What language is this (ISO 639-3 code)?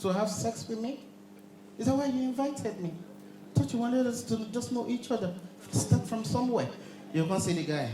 pcm